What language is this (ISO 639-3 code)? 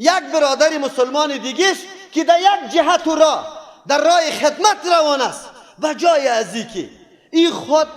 fas